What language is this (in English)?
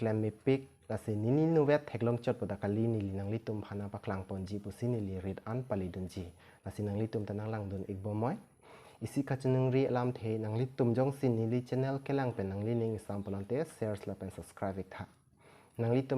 Karbi